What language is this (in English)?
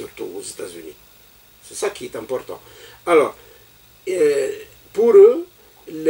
French